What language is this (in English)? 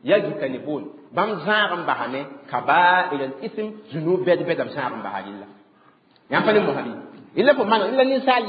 Mossi